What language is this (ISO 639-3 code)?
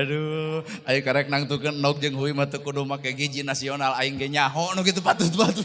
sun